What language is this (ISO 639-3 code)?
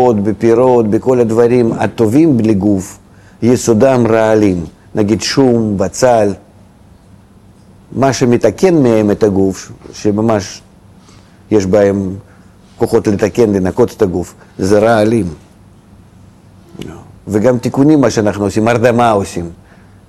heb